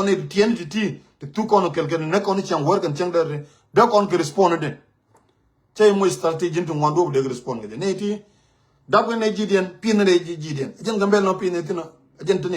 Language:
Nuer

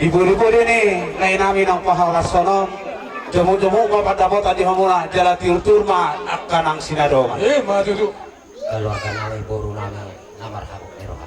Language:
Batak Toba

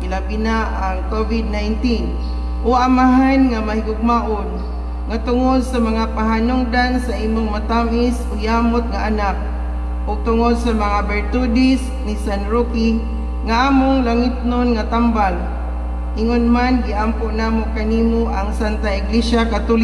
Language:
Cebuano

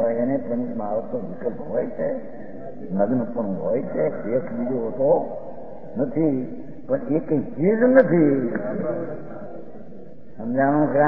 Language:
Gujarati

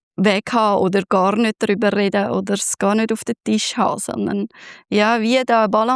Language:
Swiss German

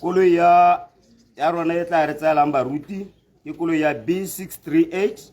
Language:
Tswana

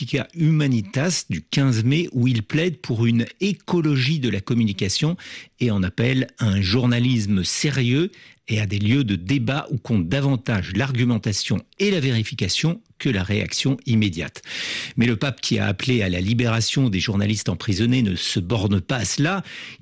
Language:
French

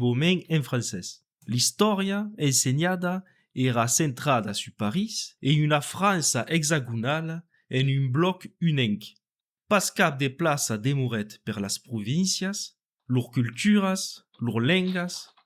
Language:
Occitan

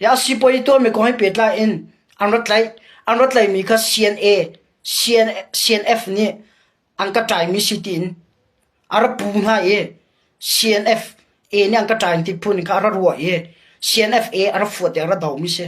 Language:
Hakha Chin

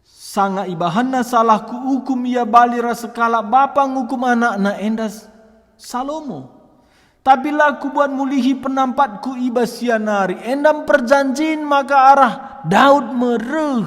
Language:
Batak Karo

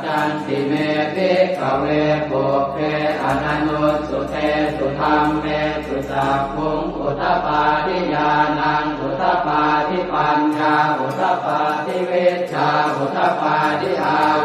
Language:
Pali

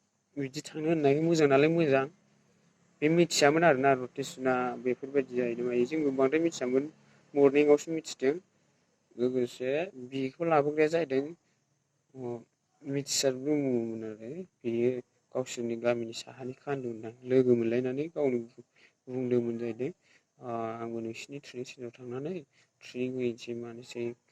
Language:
Bodo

